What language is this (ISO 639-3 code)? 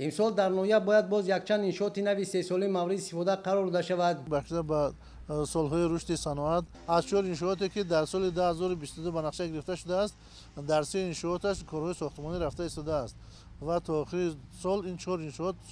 tgk